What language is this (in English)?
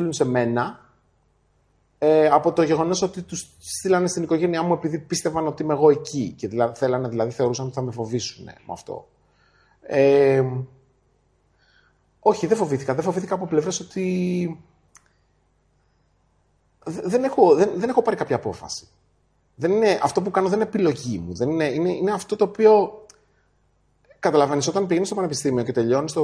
Greek